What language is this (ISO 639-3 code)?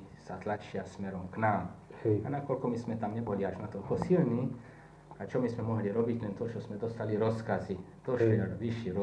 slk